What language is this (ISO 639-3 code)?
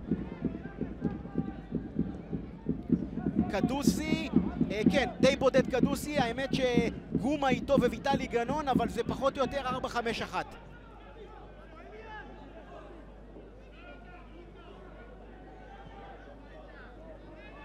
heb